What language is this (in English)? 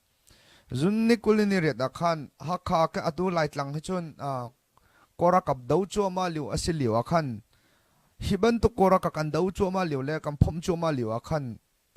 Hakha Chin